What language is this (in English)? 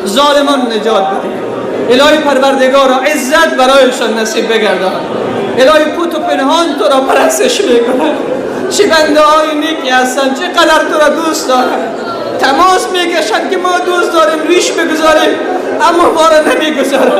Persian